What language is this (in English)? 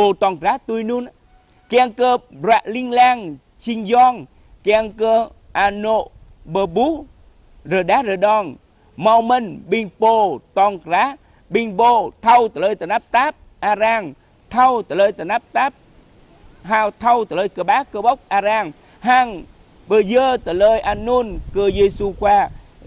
Jarai